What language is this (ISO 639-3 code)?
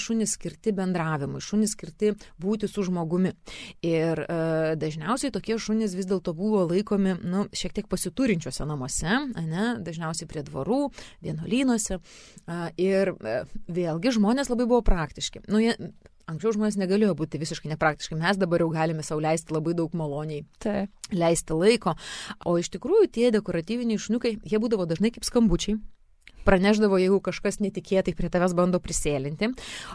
lit